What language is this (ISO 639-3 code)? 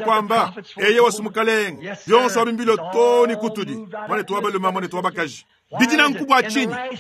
lua